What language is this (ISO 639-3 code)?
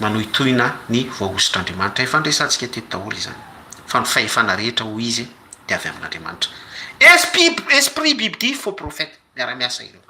mlg